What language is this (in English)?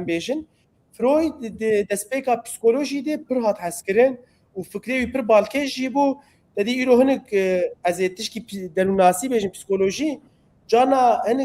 Kurdish